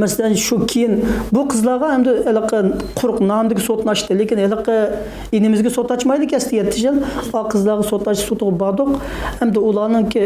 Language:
Uyghur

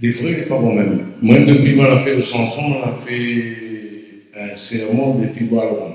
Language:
Réunion Creole French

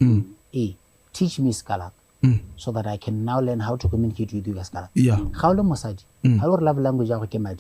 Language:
Tswana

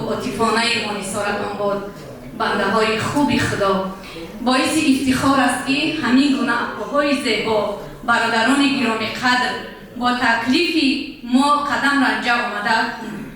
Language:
Tajik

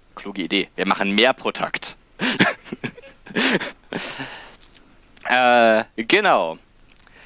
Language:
German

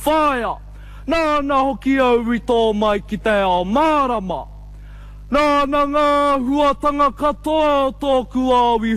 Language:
Māori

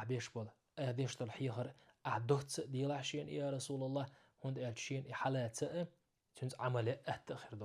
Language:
Chechen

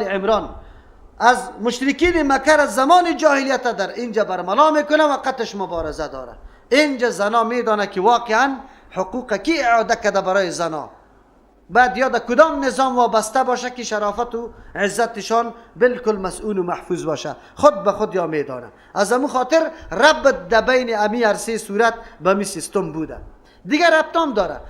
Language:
Persian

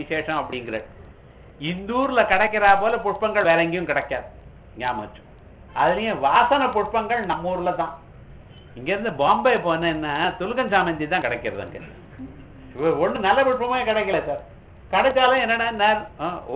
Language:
Tamil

